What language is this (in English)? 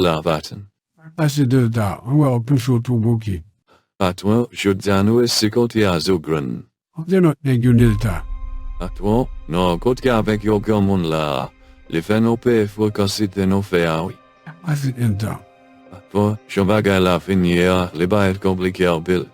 Haitian Creole